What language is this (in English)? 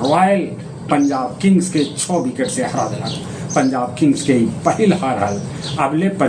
Magahi